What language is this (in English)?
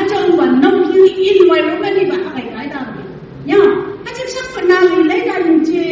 Phom Naga